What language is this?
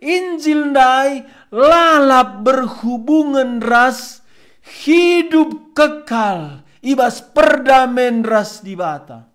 Batak Karo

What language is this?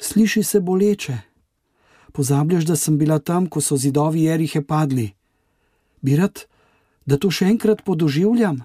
Slovenian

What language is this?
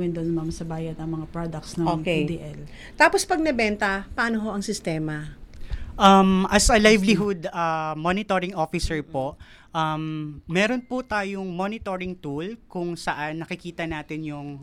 Filipino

